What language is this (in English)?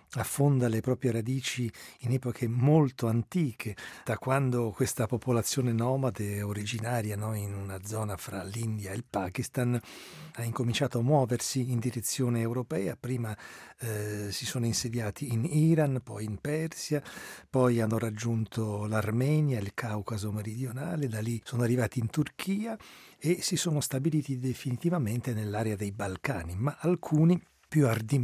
Italian